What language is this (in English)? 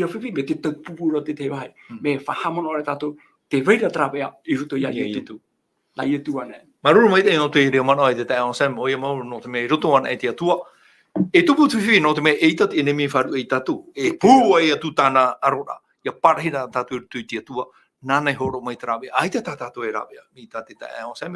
Tahitian